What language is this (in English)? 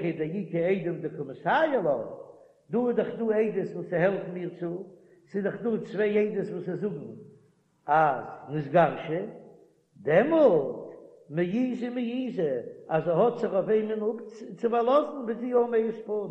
Yiddish